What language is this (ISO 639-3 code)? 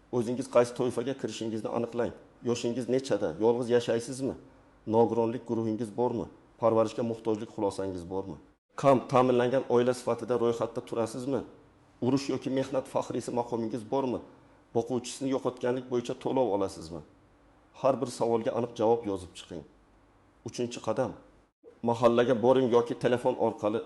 uzb